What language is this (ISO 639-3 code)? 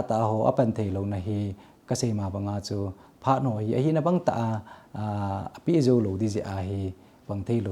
tcz